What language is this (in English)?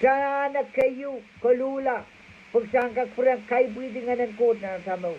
Pohnpeian